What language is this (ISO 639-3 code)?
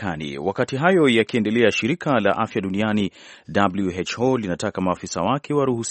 swa